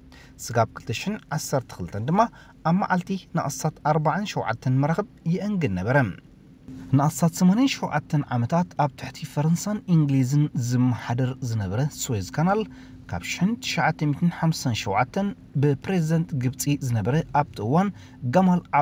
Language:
Tigrinya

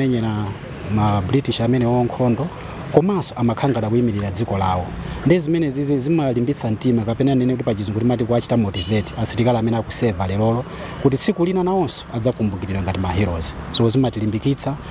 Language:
Nyanja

